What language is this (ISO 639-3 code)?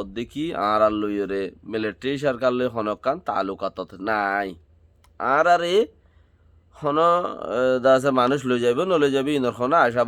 rhg